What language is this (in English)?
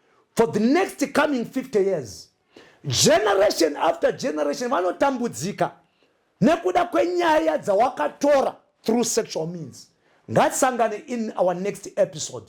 Shona